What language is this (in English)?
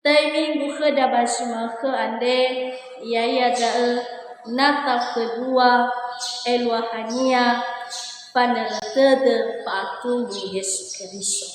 Nias